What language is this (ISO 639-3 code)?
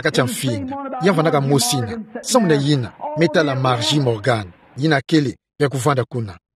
ktu